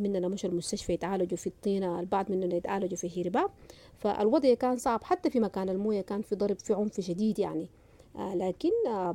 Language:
Sudanese Arabic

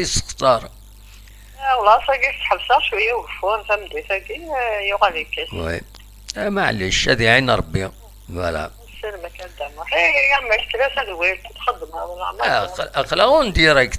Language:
Kabyle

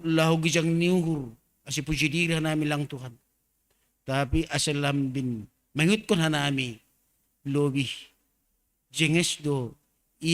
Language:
Batak Simalungun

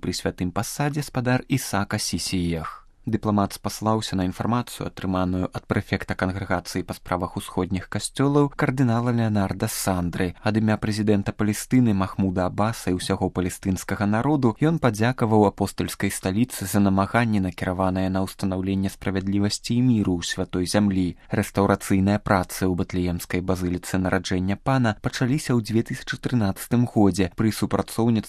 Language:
Belarusian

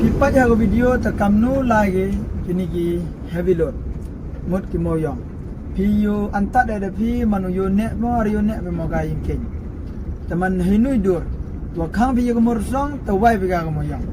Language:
Khasi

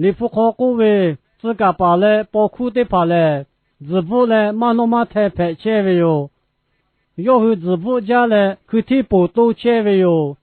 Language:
Lahu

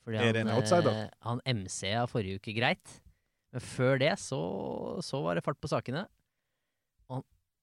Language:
Norwegian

